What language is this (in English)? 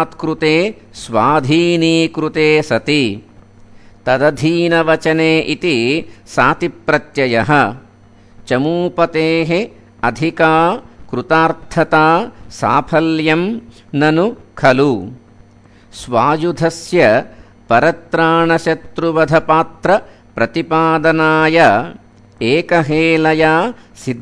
Sanskrit